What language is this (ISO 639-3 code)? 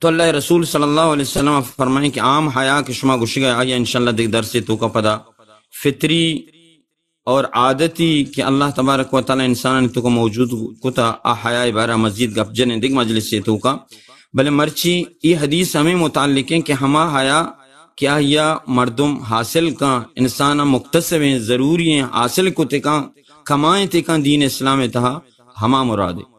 bal